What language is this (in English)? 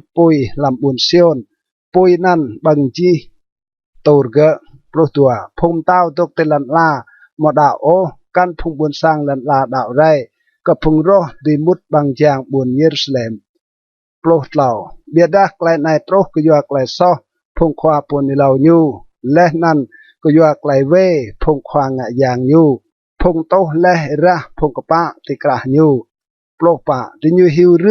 Rade